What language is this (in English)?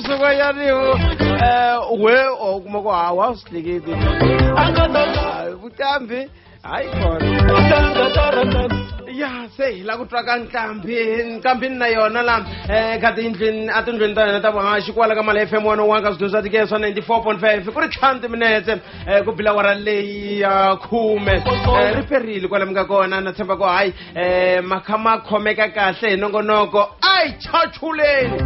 Tsonga